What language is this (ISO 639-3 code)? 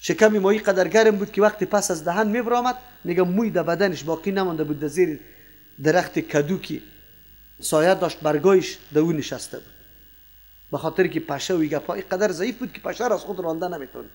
fas